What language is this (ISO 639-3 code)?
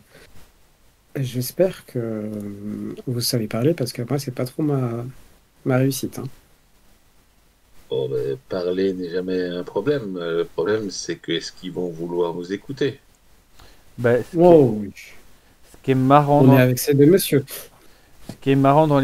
fra